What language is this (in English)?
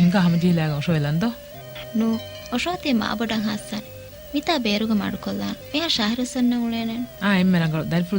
Divehi